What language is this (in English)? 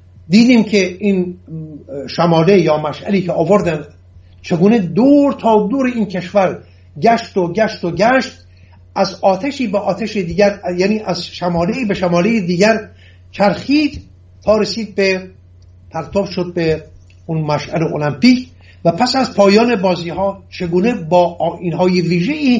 Persian